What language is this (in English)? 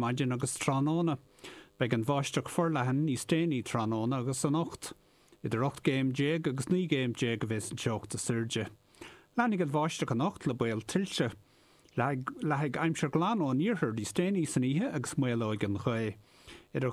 Irish